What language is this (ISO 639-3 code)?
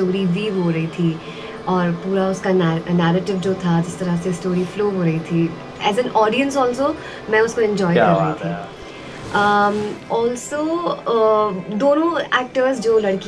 hin